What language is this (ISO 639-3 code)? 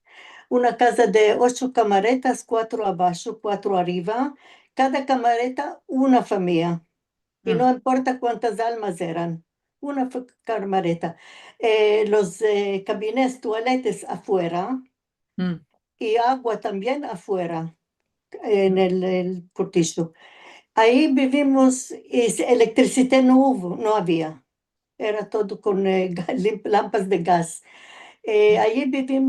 lad